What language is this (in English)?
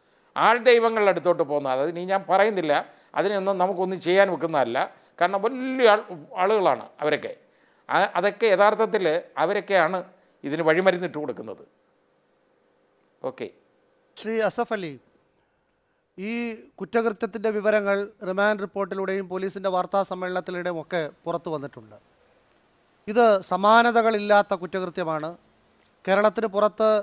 Malayalam